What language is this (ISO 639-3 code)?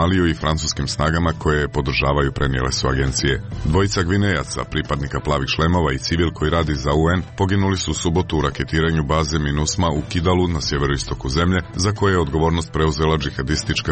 srp